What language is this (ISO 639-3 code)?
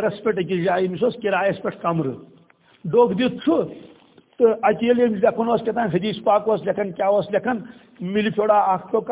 kas